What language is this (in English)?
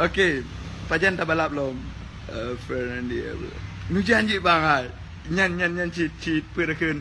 Achinese